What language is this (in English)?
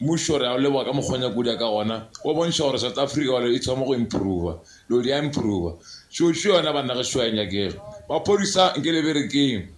Northern Sotho